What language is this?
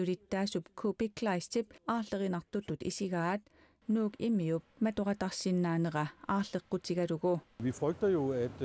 Kalaallisut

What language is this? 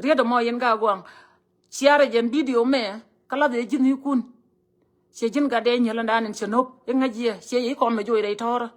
Nuer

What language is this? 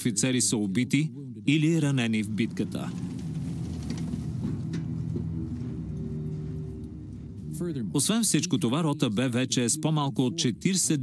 Bulgarian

